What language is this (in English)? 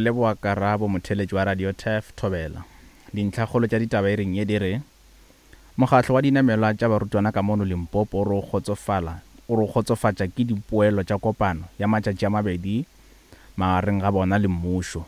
Northern Sotho